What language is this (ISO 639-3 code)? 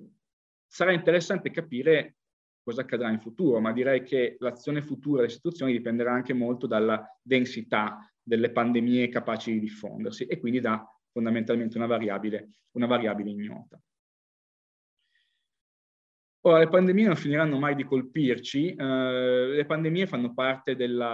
ita